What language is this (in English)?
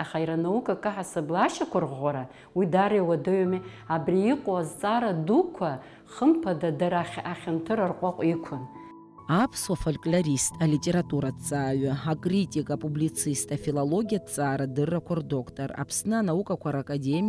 Abkhazian